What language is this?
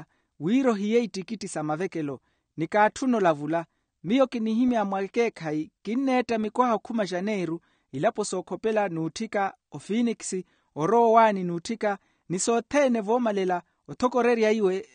Makhuwa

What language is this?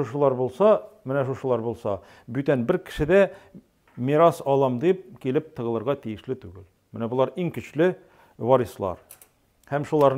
Tatar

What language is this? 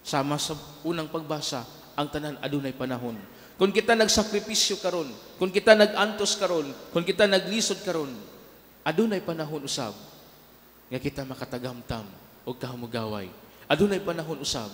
Cebuano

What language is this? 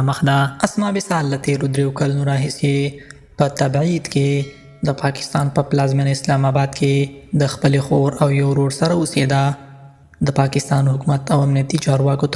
Pashto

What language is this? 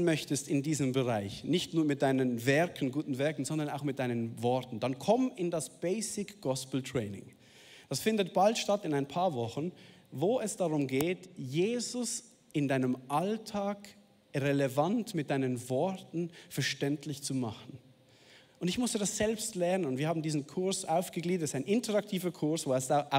Swiss German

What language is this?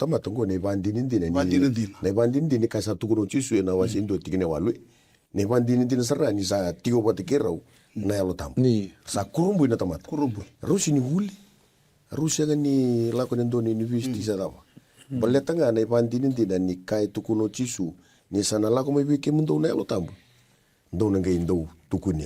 Fijian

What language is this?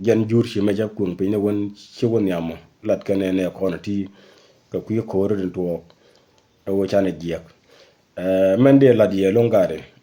Nuer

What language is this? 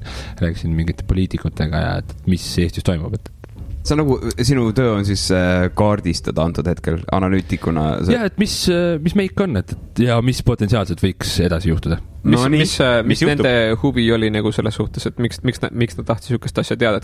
Estonian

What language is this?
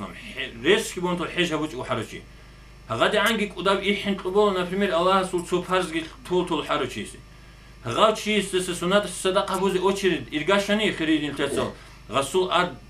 Avaric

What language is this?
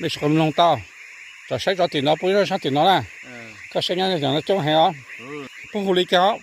Hmong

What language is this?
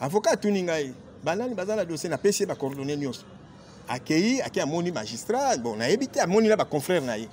Lingala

